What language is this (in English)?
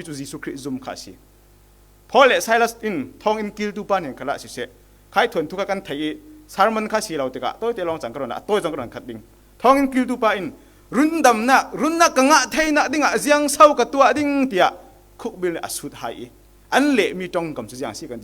Falam Chin